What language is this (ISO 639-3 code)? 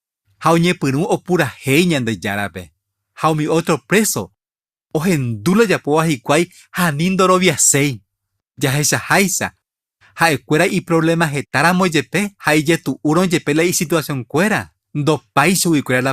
grn